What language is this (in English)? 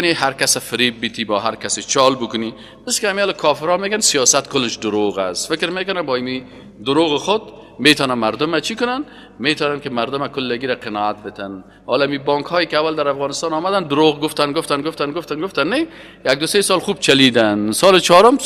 Persian